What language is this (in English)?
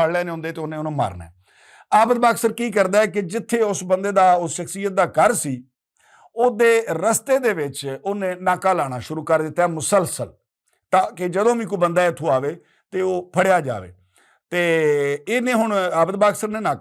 Western Panjabi